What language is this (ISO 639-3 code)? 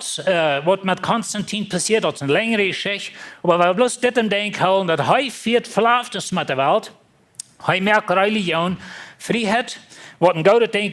pdt